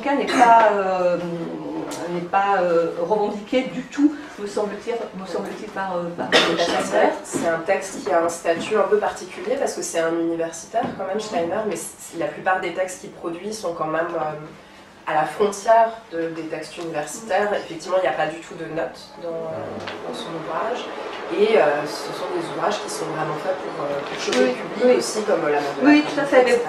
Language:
French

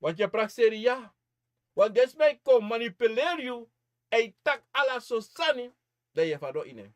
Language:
Sranan Tongo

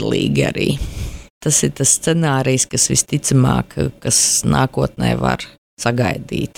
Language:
Latvian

